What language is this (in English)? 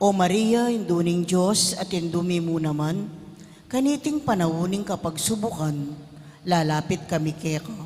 Pampanga